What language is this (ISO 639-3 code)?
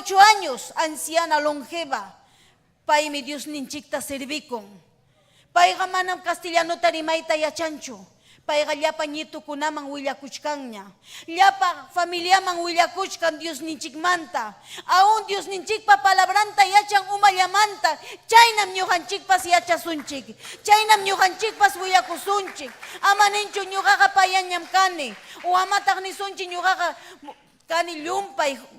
quy